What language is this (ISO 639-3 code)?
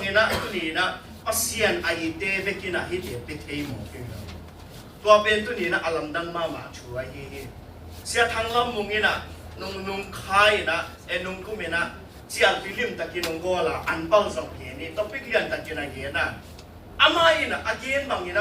ctd